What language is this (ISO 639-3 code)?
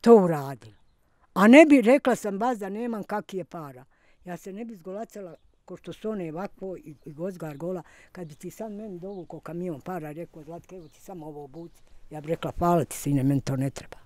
bos